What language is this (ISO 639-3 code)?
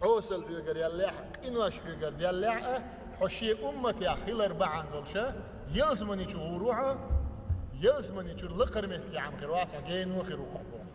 che